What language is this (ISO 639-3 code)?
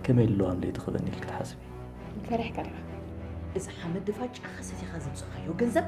tir